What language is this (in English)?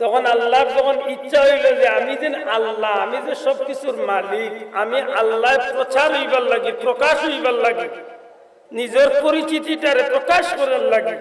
Sylheti